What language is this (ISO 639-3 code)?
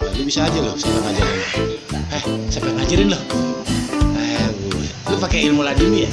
bew